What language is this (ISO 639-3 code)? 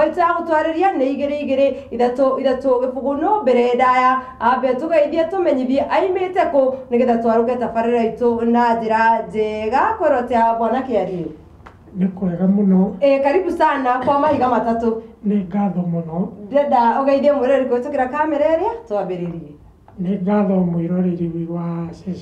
kik